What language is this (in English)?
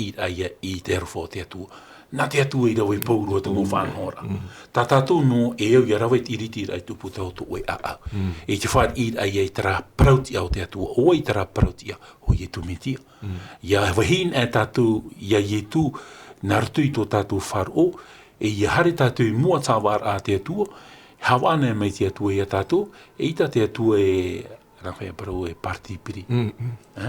Tahitian